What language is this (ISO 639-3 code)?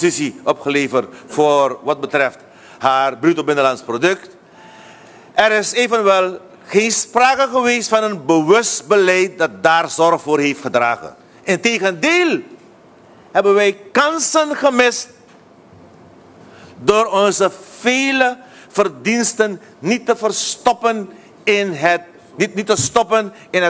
nld